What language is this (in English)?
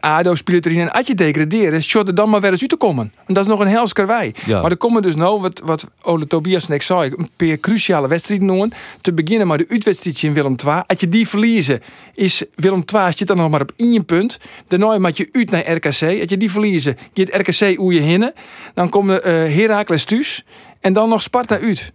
Western Frisian